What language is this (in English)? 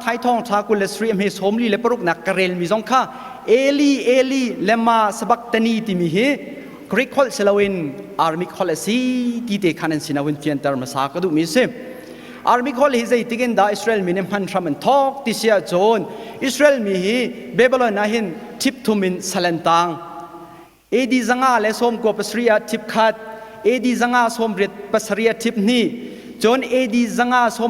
Hakha Chin